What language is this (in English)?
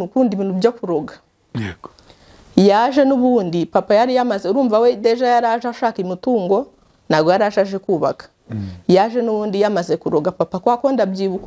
Kinyarwanda